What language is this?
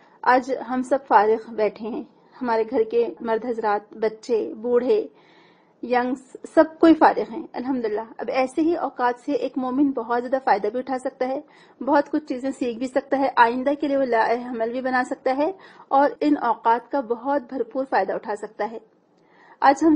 Urdu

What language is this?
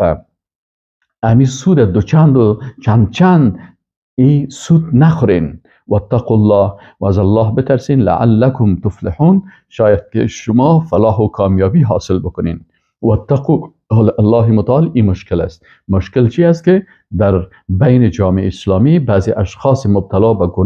Persian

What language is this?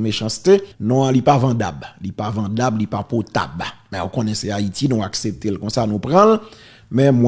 Haitian Creole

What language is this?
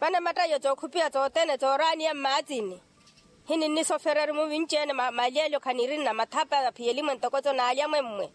Makhuwa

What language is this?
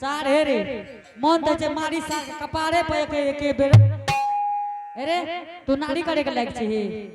Angika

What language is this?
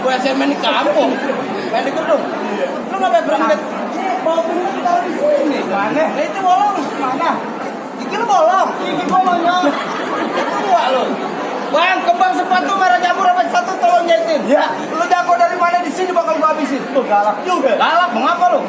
Betawi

